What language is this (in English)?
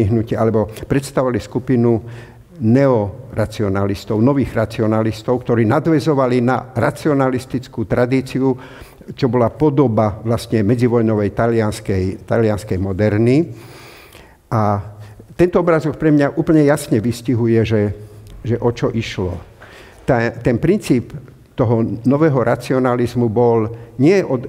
Slovak